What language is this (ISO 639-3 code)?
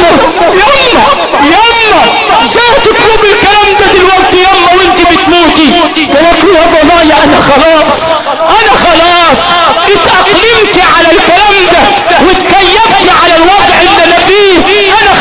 arz